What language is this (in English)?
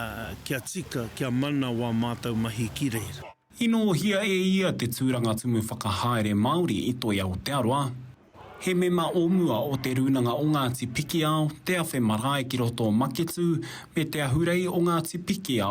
Māori